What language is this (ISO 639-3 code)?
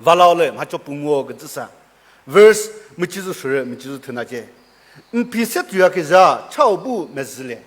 nri